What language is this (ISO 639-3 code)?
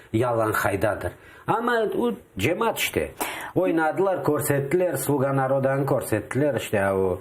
crh